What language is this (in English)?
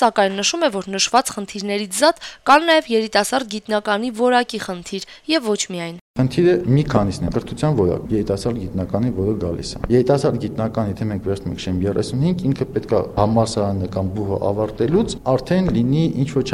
Armenian